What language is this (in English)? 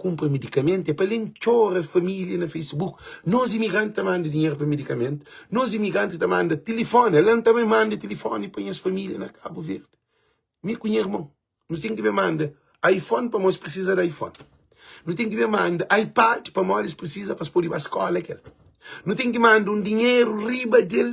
Kabuverdianu